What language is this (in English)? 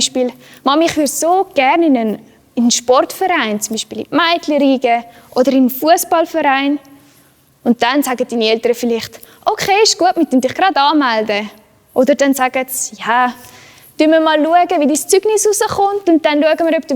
Swiss German